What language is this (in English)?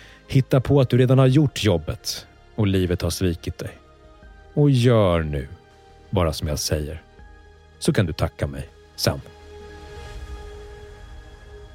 Swedish